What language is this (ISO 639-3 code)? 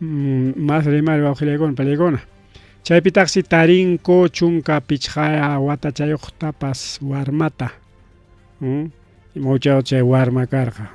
quy